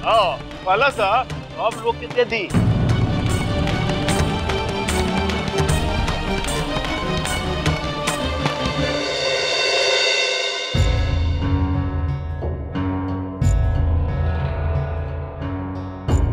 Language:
Bhojpuri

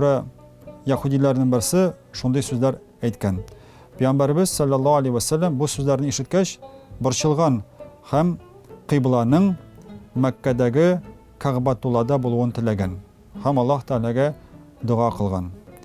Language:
Tatar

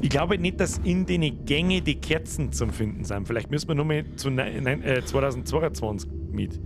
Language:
Bavarian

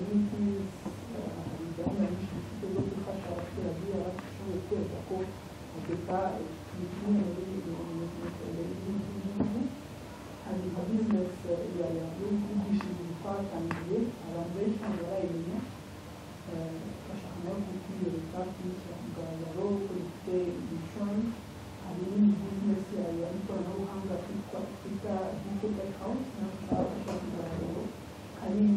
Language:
Kinyarwanda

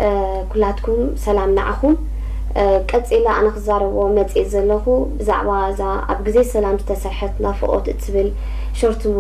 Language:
Tigrinya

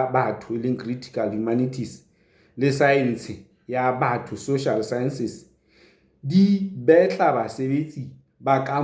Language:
Southern Sotho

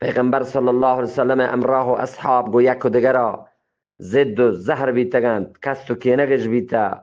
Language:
Eastern Balochi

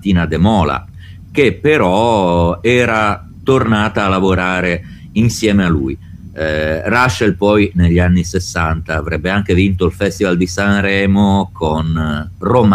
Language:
Italian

